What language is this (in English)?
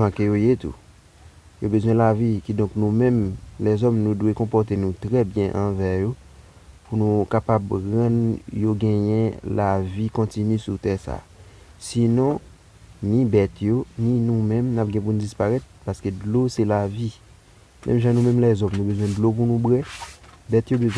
Haitian Creole